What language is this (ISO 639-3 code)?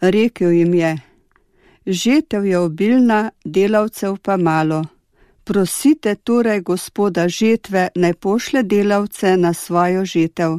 slv